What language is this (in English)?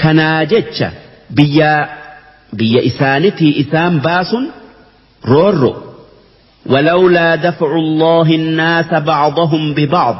Oromo